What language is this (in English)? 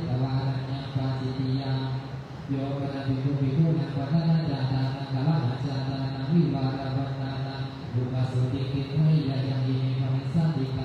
Pali